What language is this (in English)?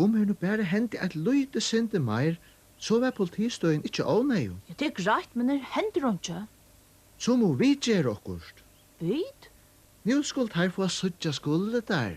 Faroese